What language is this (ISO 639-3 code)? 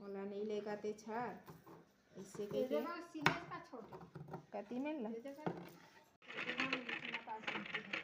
hne